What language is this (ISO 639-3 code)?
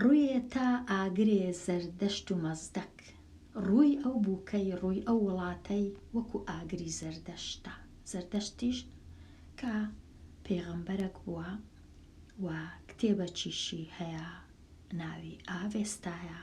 ckb